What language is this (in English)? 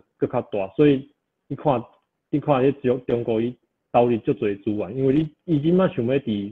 Min Nan Chinese